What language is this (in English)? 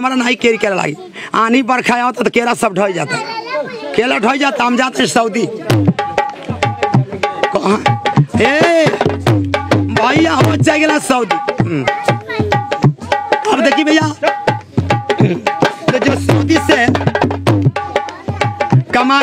Bhojpuri